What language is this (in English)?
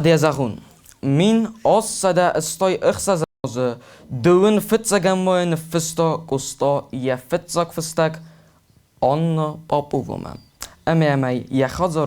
Ossetic